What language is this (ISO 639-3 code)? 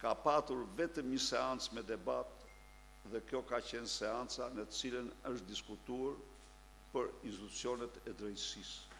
sqi